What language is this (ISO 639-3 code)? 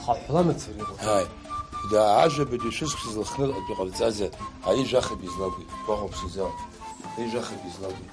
abk